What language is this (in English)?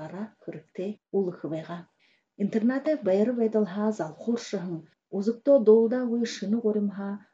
Buriat